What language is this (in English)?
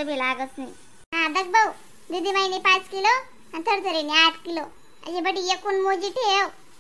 Khandesi